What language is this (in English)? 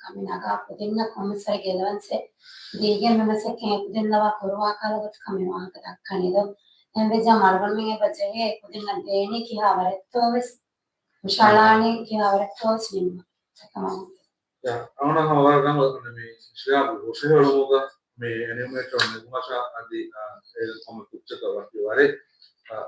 Divehi